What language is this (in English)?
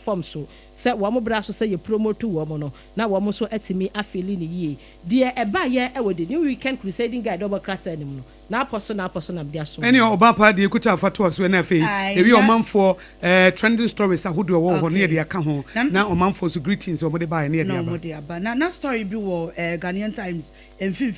Akan